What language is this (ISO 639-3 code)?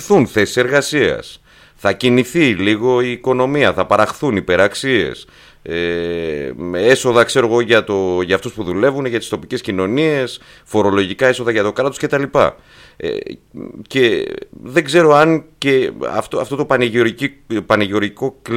ell